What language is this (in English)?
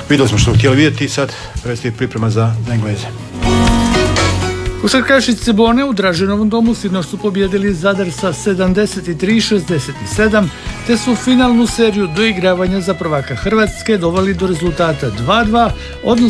Croatian